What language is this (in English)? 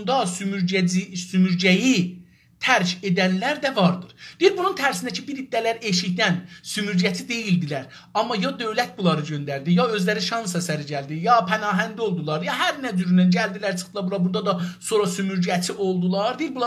South Azerbaijani